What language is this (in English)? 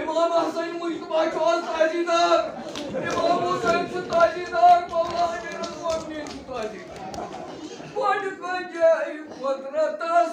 Kashmiri